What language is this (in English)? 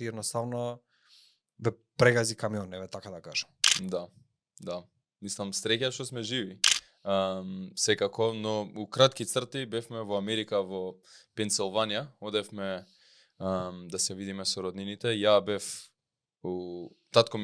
Macedonian